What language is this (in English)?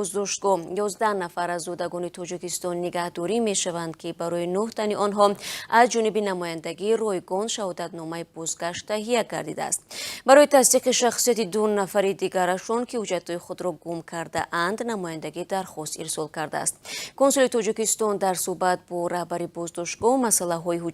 Tajik